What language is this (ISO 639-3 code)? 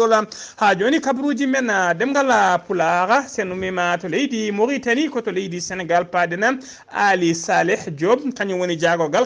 ful